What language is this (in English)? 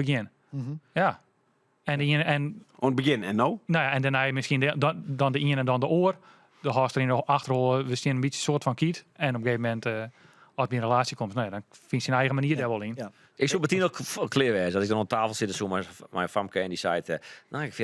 Western Frisian